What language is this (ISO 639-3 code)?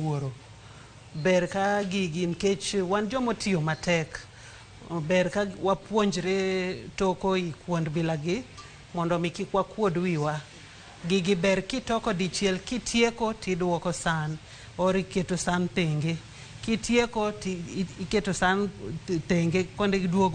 luo